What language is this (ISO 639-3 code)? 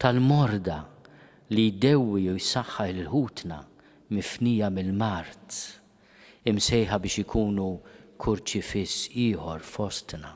mlt